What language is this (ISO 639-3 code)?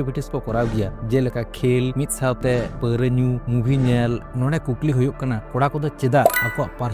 sat